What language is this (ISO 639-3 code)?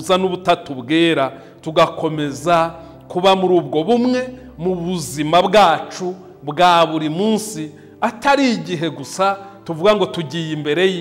kin